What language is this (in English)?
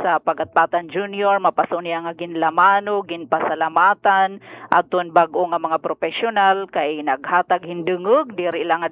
Waray